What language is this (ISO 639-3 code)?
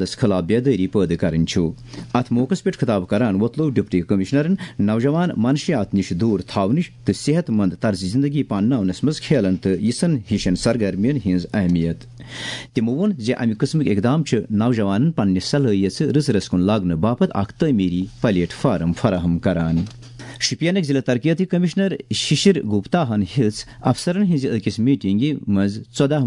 kas